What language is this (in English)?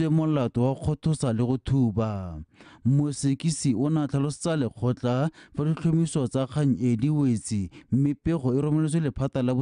Tswana